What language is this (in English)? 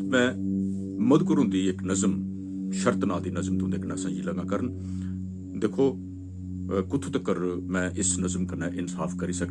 Dogri